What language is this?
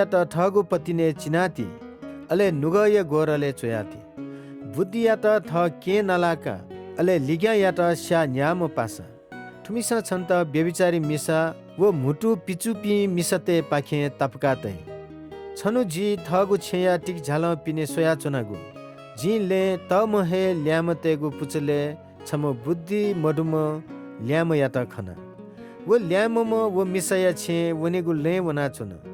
Newari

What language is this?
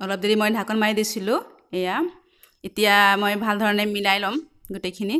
Assamese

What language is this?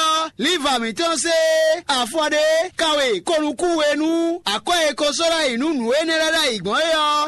Fon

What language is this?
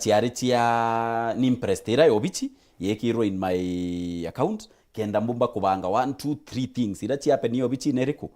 Meru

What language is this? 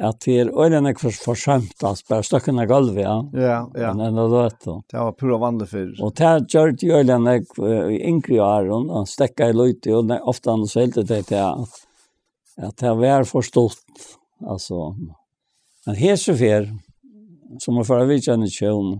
Faroese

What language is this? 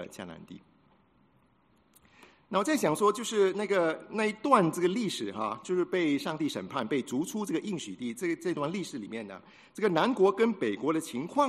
Chinese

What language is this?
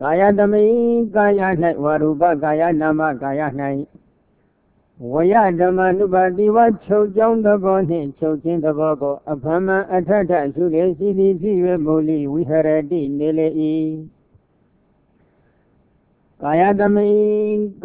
Burmese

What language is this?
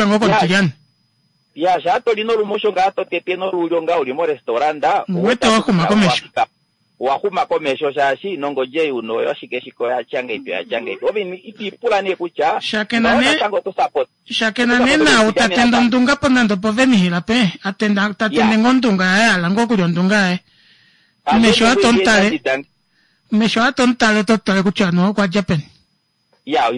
Kuanyama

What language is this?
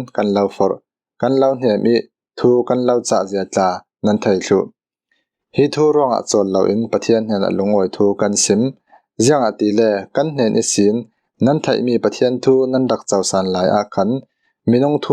Falam Chin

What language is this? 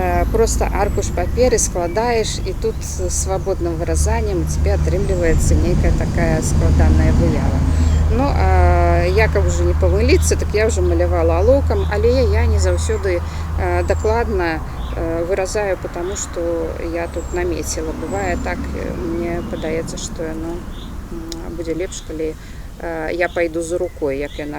Belarusian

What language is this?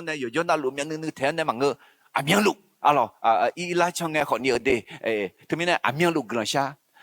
Akha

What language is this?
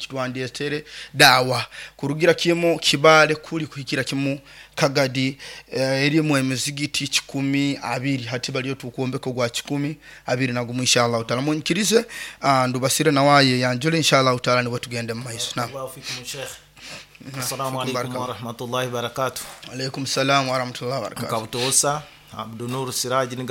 Nyoro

